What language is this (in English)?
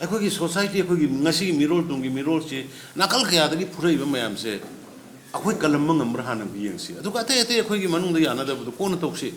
Manipuri